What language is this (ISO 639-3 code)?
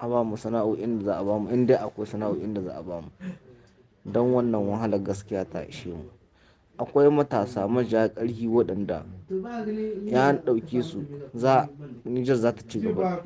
hau